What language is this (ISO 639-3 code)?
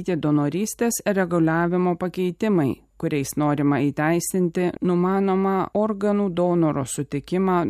lit